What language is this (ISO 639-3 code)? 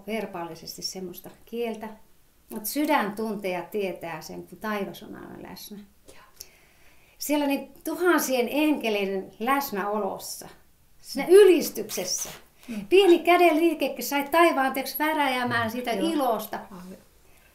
fin